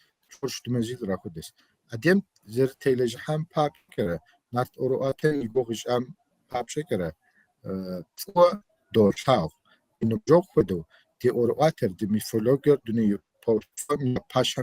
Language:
Kabardian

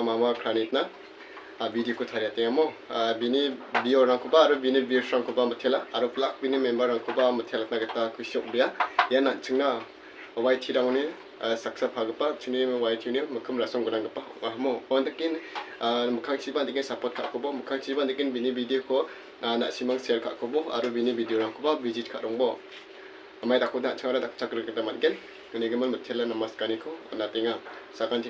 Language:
Garo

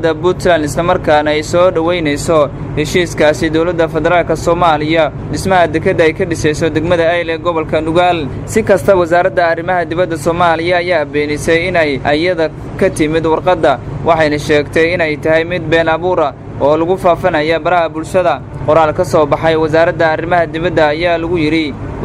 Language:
Somali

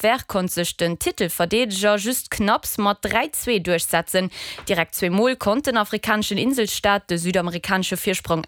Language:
Luxembourgish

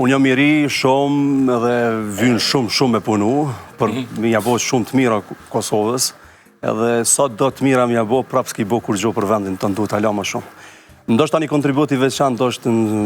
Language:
Albanian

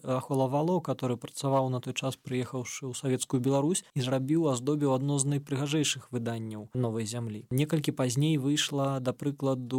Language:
Belarusian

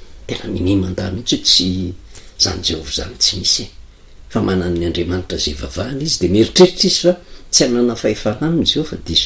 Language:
Malagasy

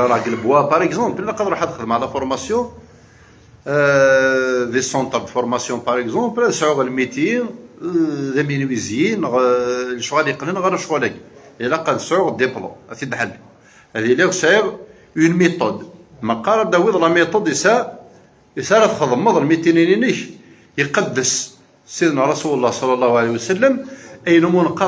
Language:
Kabyle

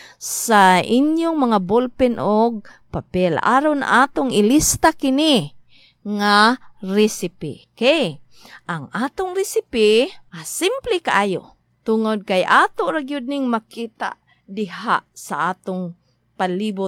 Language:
Cebuano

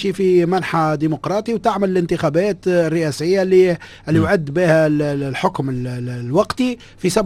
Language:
Tunisian Arabic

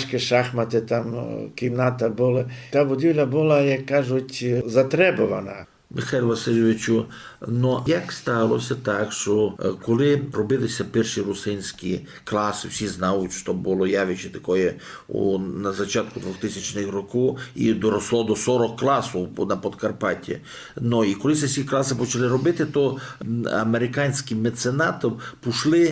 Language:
Rusyn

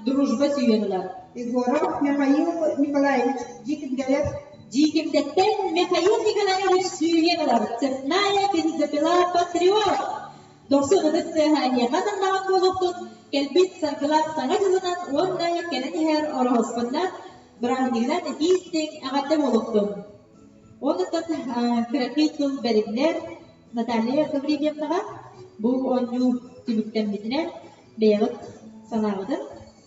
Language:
Yakut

